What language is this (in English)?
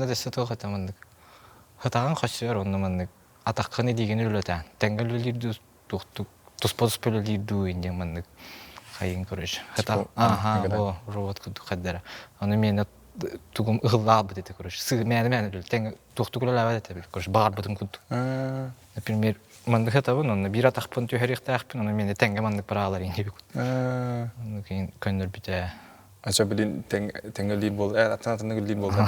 Yakut